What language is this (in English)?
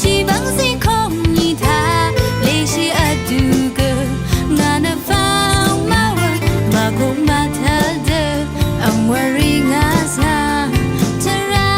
Rawang